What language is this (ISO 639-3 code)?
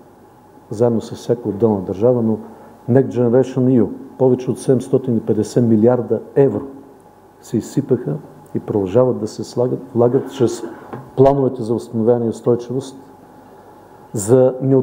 bul